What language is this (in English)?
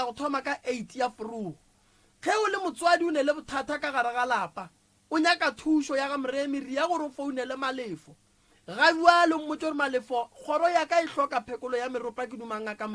Northern Sotho